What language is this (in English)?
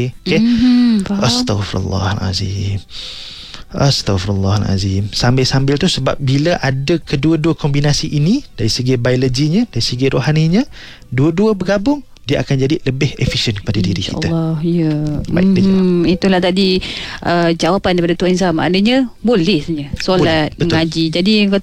Malay